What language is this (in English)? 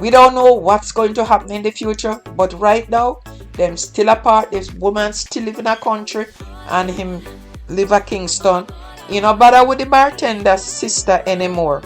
Jamaican Creole English